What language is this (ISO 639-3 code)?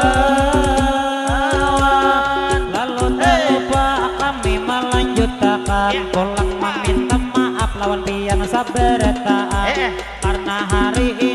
bjn